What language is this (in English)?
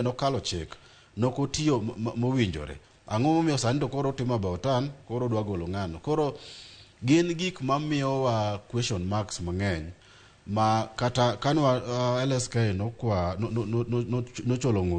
Luo (Kenya and Tanzania)